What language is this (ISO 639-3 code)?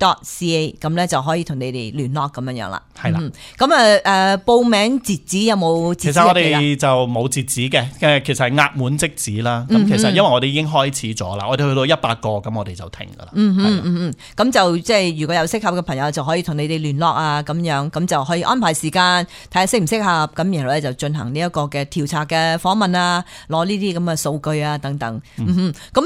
yue